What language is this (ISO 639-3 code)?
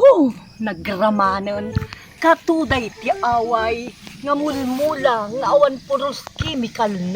ilo